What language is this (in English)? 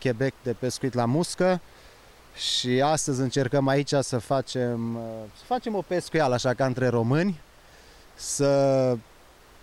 Romanian